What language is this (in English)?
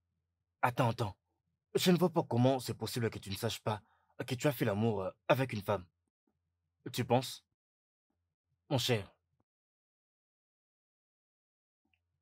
French